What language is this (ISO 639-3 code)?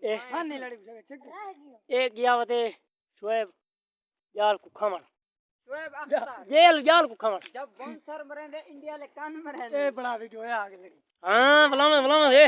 skr